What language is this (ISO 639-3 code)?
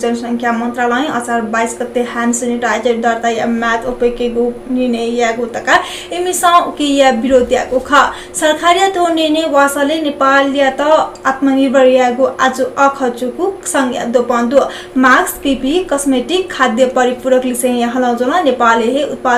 new